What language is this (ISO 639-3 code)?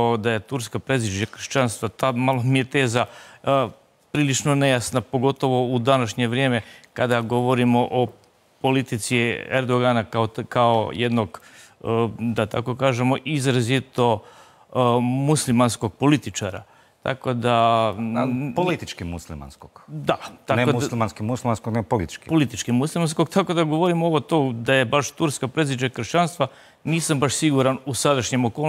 hrv